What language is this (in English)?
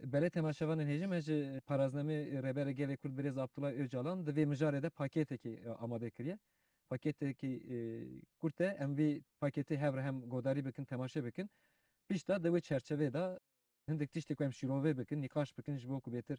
Kurdish